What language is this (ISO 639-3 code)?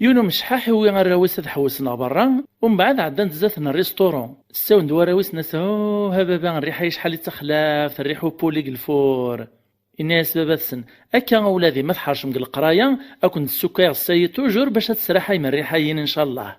kab